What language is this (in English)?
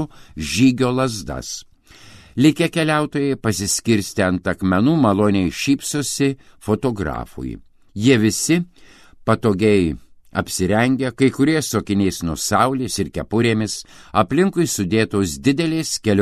Lithuanian